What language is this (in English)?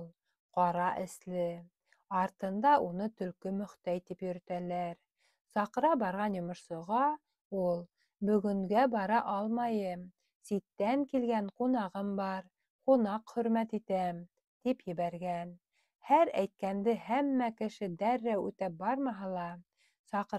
Bashkir